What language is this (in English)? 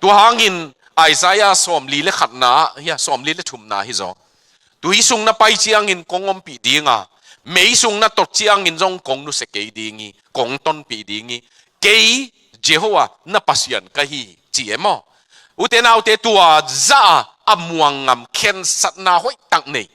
Tedim Chin